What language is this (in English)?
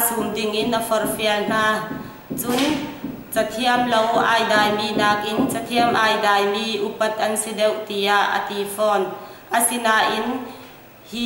Hakha Chin